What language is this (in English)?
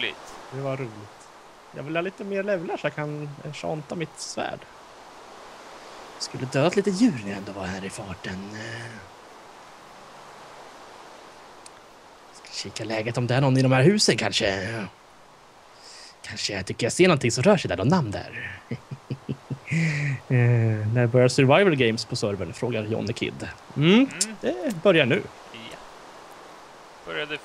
Swedish